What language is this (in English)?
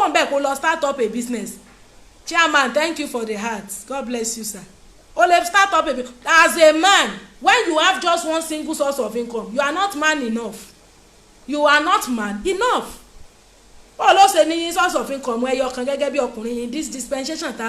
Yoruba